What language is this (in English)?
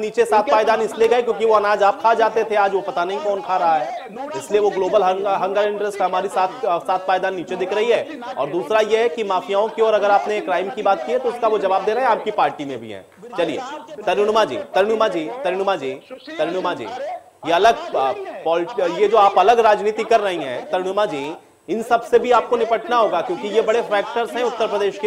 Hindi